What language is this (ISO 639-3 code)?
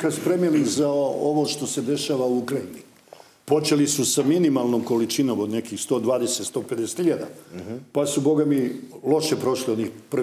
srp